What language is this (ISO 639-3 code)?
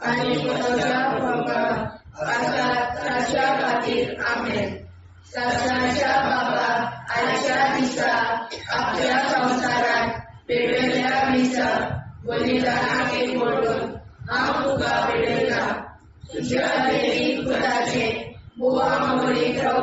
kok